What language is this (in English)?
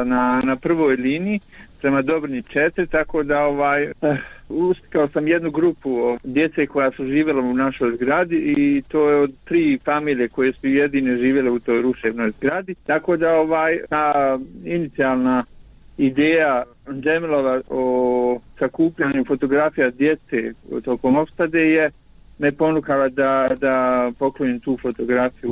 Bosnian